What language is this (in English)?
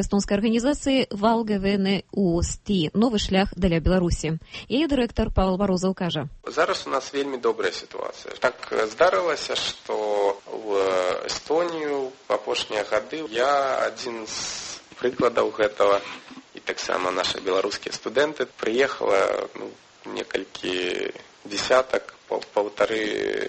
Belarusian